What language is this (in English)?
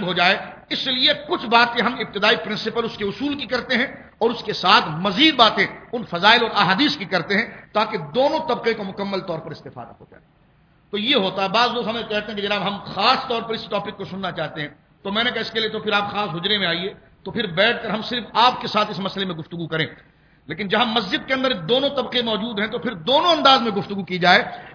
Urdu